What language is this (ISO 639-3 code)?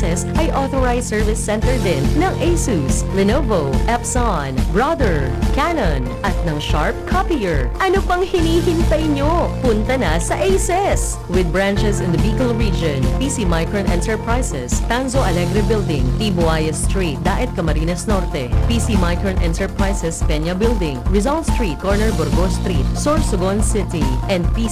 bik